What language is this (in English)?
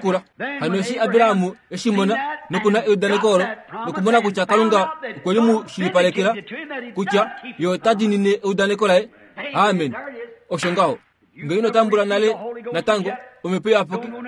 Kuanyama